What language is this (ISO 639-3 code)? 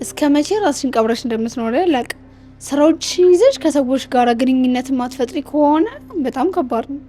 amh